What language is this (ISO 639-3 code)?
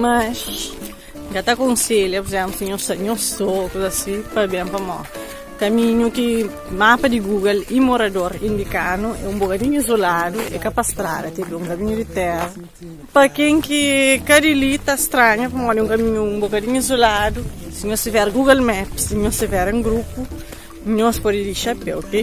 kea